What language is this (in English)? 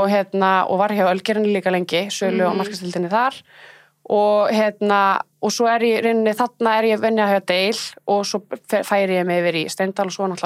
Icelandic